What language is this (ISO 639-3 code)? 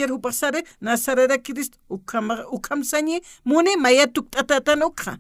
aym